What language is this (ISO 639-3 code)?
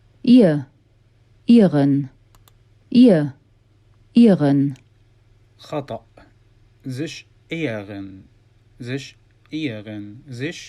apc